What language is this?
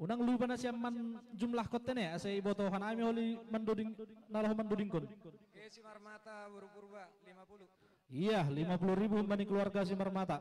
Batak Simalungun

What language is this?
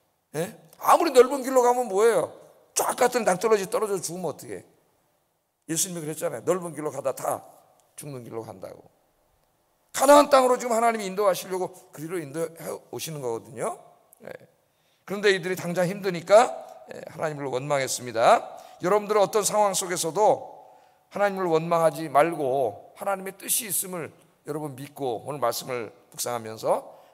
Korean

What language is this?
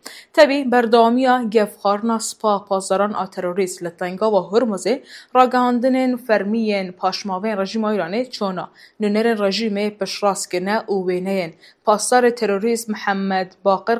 Kurdish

